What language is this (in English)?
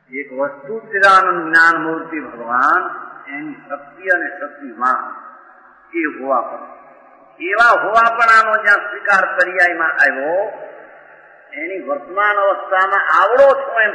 Gujarati